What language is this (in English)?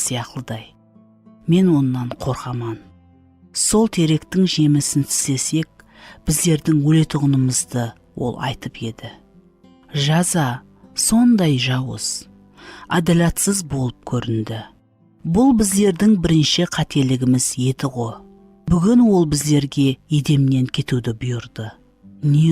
Kara-Kalpak